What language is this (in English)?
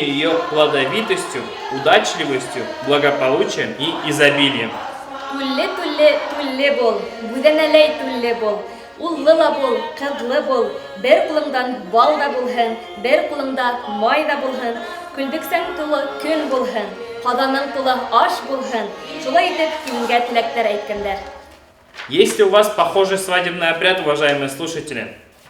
Bashkir